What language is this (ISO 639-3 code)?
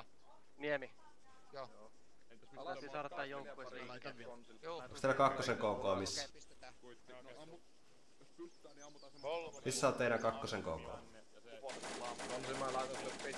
fin